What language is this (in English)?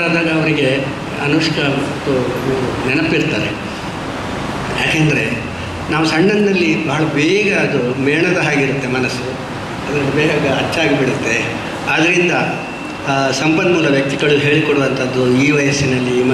Kannada